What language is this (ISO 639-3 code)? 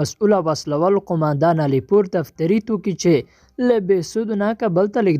pus